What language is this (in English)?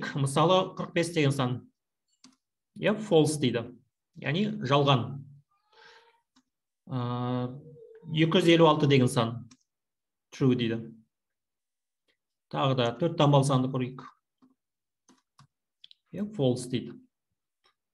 Kazakh